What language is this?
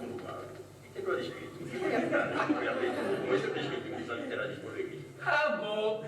Sardinian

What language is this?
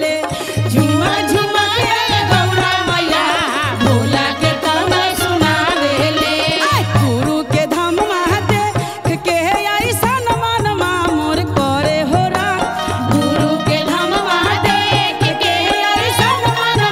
Bhojpuri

